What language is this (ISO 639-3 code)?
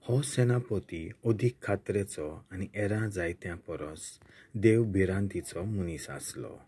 kok